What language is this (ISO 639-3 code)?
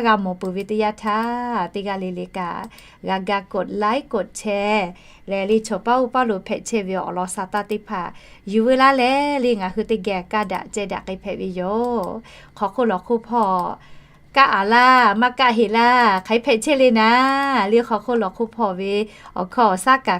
lhu